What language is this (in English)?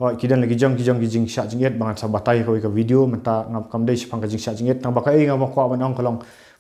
Khasi